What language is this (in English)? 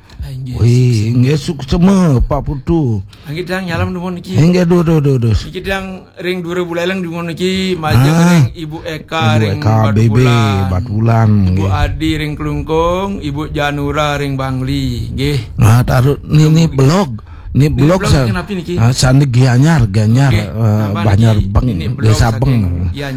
Balinese